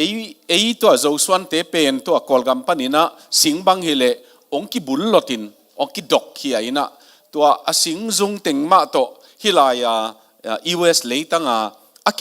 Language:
Tedim Chin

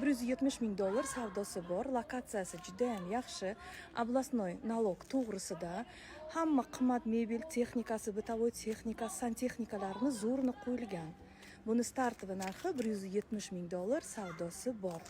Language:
Uzbek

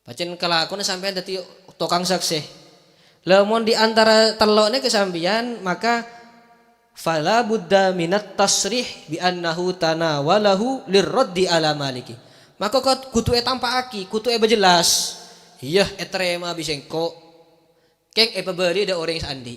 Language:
Madurese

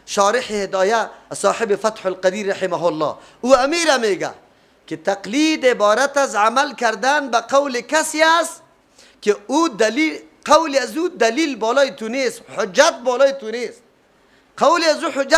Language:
Persian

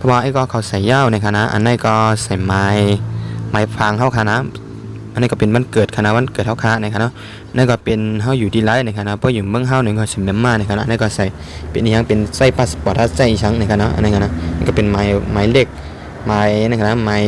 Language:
Shan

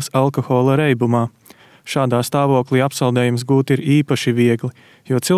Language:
Latvian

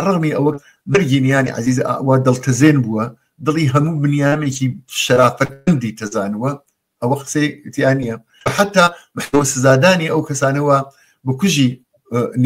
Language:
Central Kurdish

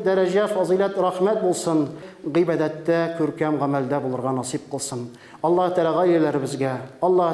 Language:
Tatar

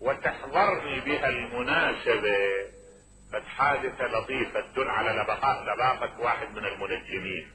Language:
Mesopotamian Arabic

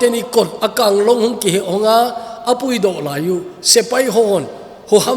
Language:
Thado Chin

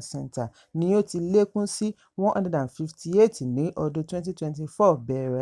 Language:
Yoruba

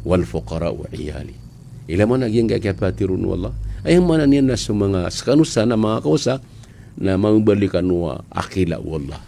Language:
Maranao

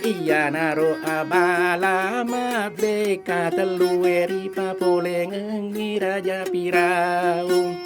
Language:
Buginese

